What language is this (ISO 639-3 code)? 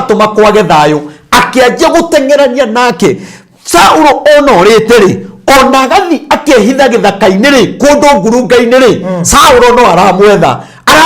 kik